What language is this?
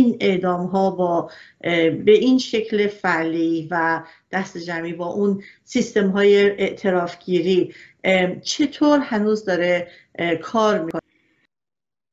Persian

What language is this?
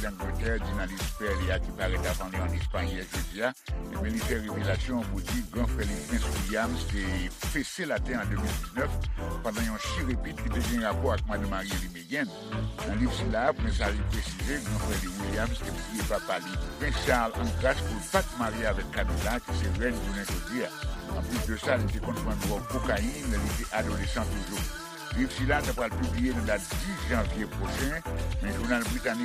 Haitian Creole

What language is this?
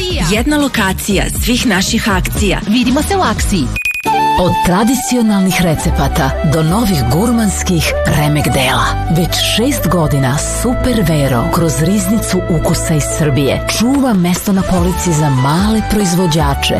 Serbian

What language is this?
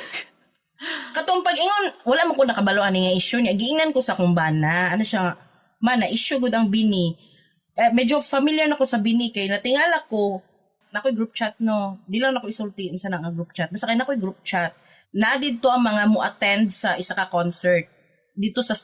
Cebuano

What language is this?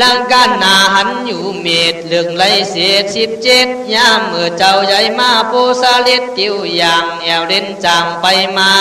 Khün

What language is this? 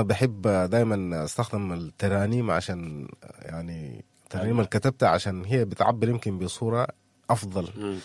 Sudanese Arabic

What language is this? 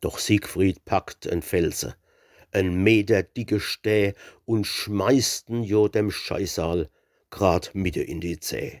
Palatine German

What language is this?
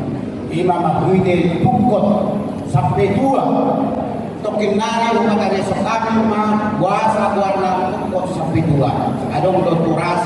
Batak Toba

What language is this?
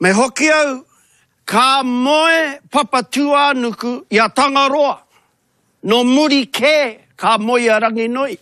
Māori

